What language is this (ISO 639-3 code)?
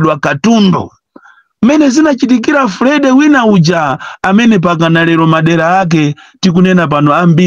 nya